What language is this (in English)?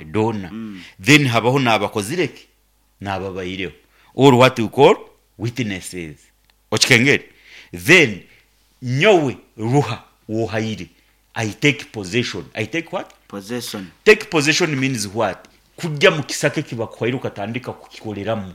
Nyankole